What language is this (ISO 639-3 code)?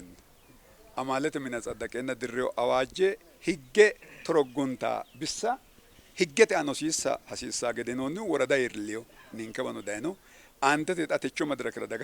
sid